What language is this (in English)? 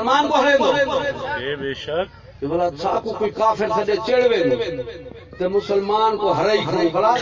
Saraiki